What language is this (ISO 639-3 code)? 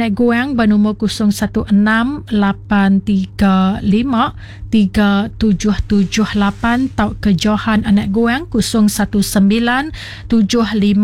iba